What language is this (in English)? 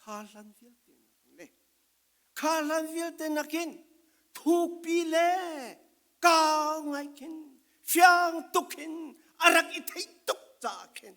Falam Chin